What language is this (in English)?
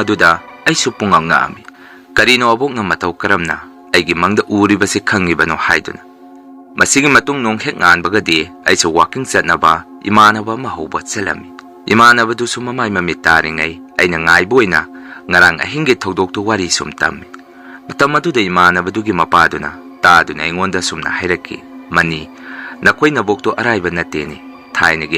Manipuri